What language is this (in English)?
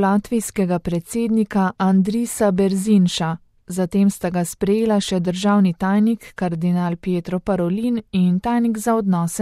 Slovenian